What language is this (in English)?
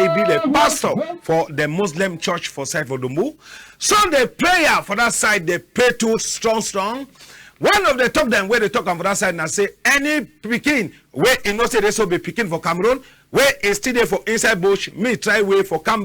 Cameroon Pidgin